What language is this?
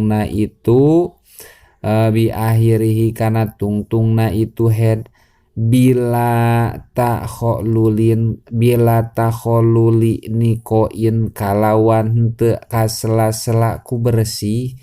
Sundanese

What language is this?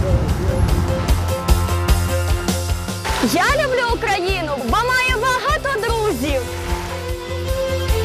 Ukrainian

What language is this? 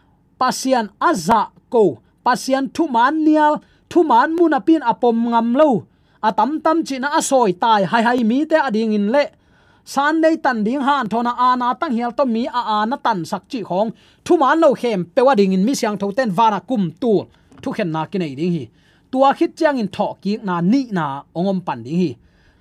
Tedim Chin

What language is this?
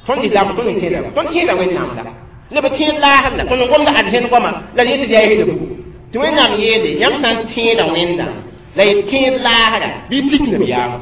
Mossi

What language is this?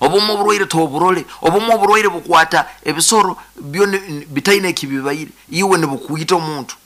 Nyoro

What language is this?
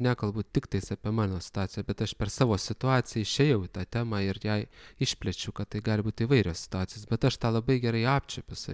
Lithuanian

